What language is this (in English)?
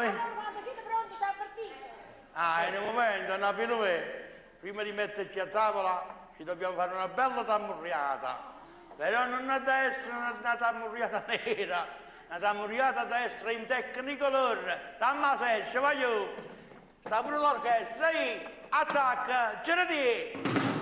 Neapolitan